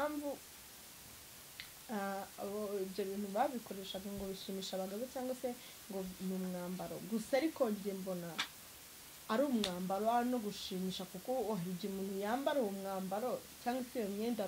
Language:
Kinyarwanda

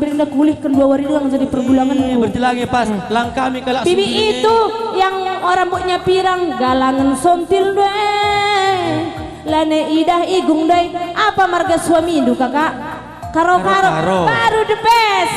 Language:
Batak Karo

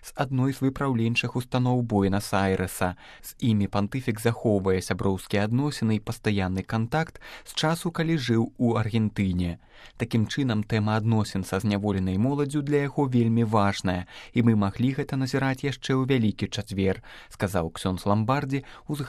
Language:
Belarusian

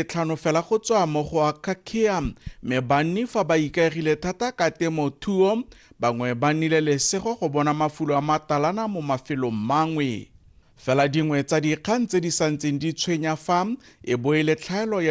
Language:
Tswana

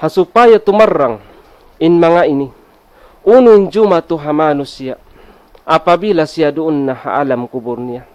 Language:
Tausug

